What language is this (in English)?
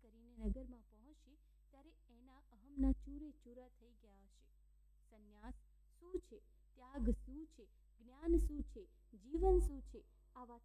Gujarati